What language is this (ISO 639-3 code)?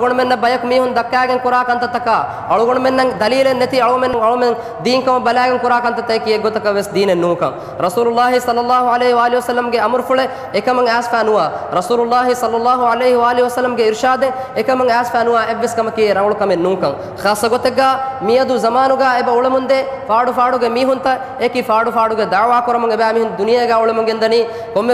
div